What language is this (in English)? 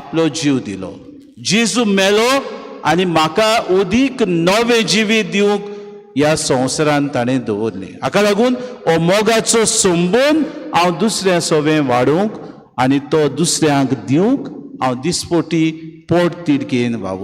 Konkani